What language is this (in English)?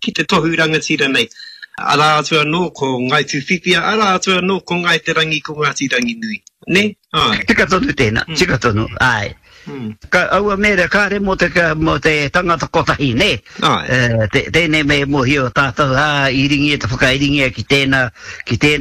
Māori